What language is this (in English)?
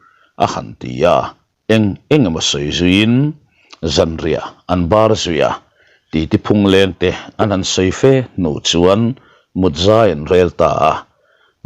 Mizo